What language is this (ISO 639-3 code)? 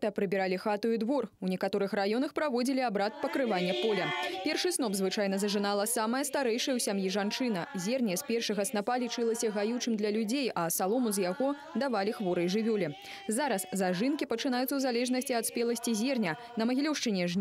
bel